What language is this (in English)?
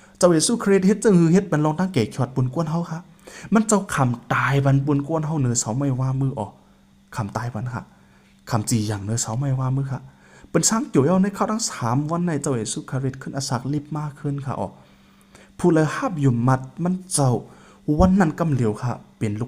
Shan